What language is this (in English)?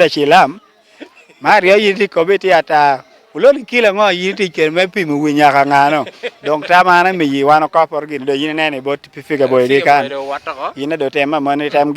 Lango (Uganda)